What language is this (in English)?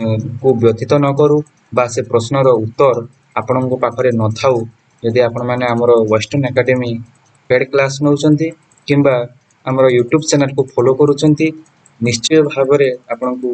Odia